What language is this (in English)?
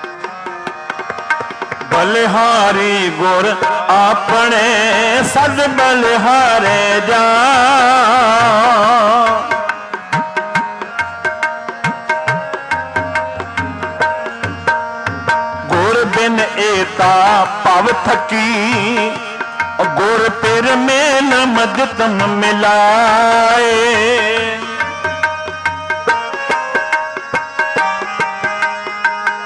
Punjabi